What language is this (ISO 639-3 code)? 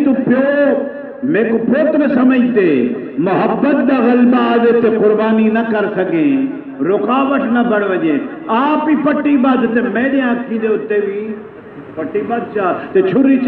skr